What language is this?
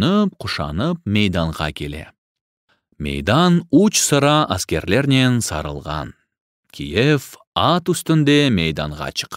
Crimean Tatar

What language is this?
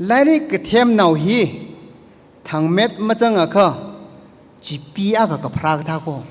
Tangkhul Naga (India)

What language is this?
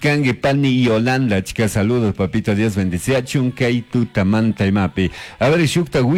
Chimborazo Highland Quichua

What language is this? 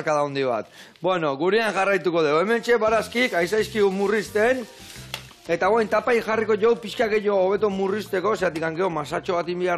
Basque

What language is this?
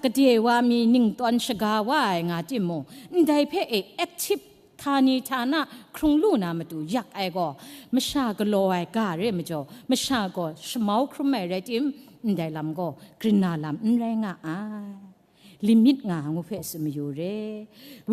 Kachin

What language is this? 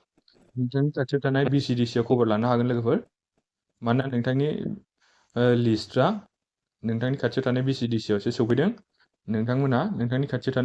Bodo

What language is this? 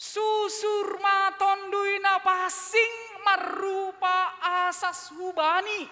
Batak Simalungun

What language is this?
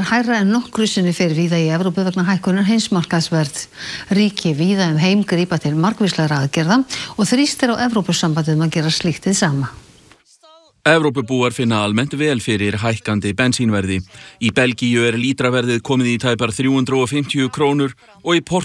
Icelandic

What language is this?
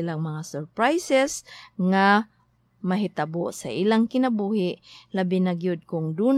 Cebuano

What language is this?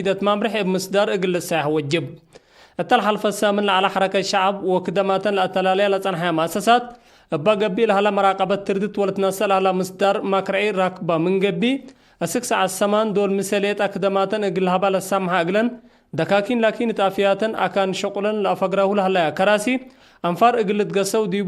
Tigre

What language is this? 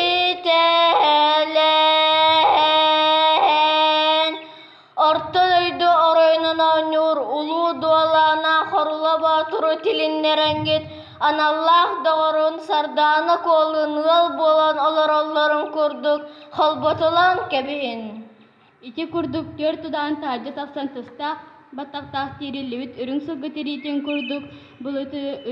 Yakut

